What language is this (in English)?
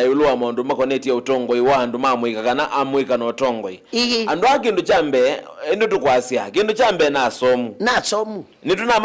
Kamba